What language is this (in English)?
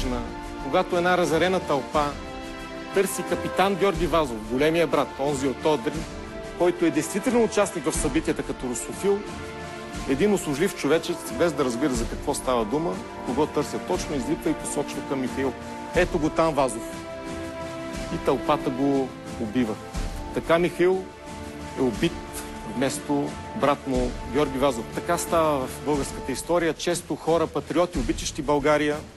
Bulgarian